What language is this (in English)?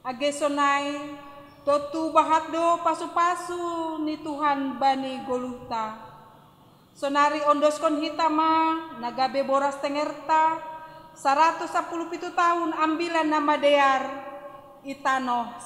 Batak Simalungun